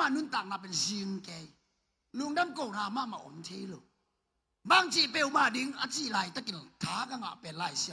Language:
Tedim Chin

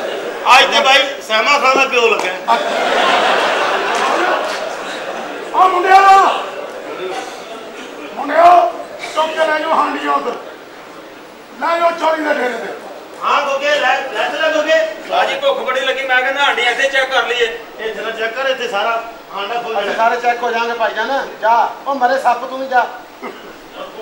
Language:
Punjabi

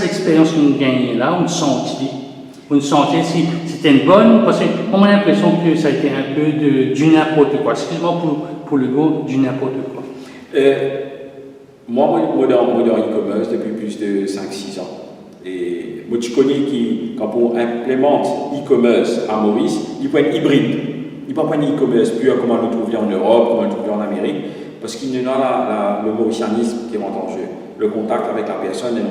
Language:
Morisyen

